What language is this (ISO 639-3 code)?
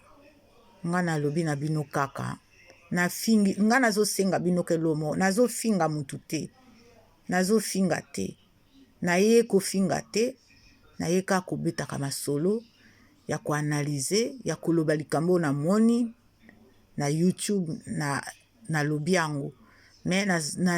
lin